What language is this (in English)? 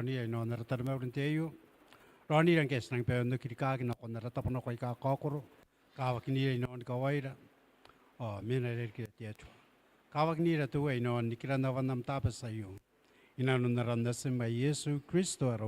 Gilbertese